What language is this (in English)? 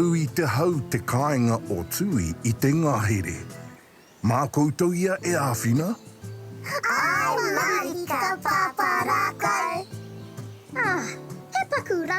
Māori